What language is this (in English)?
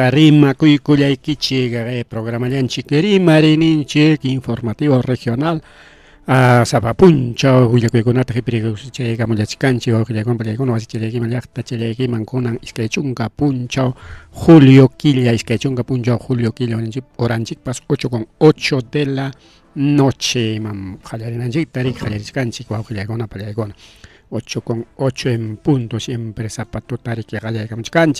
Ayacucho Quechua